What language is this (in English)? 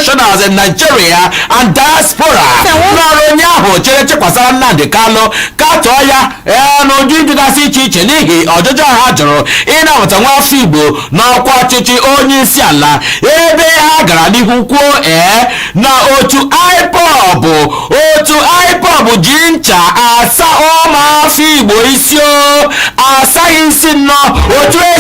Igbo